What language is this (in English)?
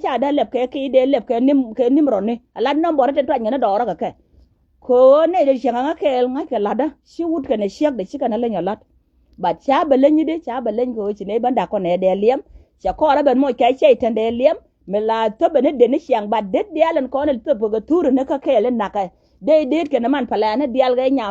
Nuer